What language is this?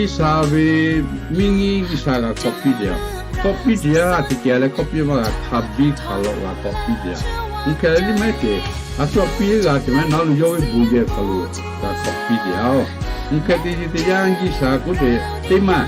Lahu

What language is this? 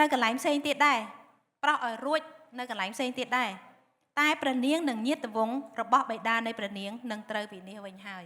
Khmer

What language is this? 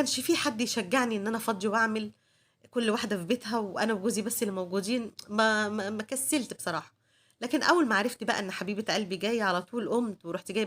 Egyptian Arabic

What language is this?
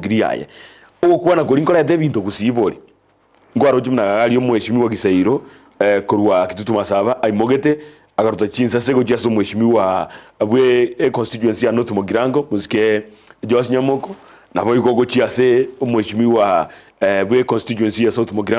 Gusii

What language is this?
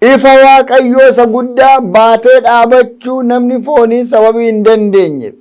Oromo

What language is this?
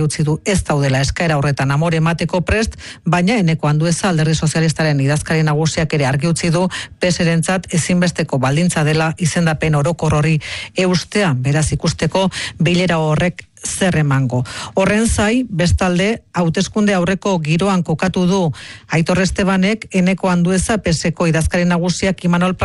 Basque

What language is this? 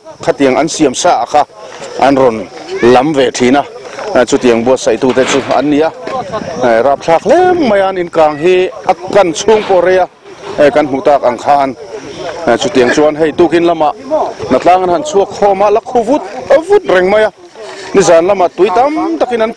Mizo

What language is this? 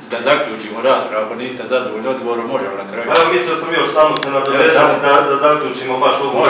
Croatian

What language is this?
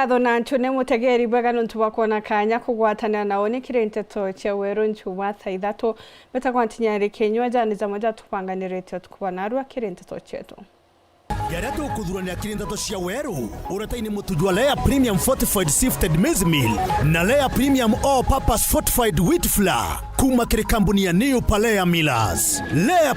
Meru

